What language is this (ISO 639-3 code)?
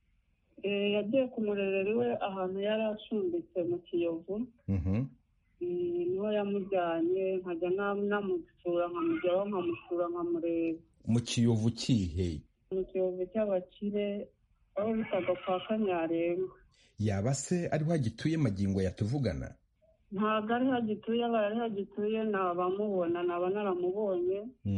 kin